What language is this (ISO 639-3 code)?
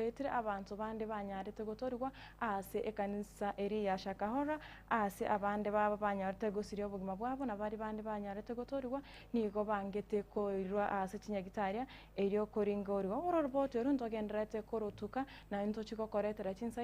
guz